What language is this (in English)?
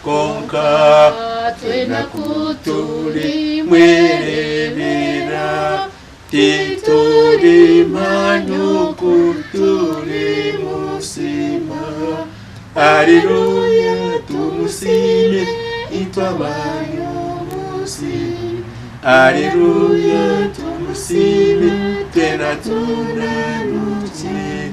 Nyankole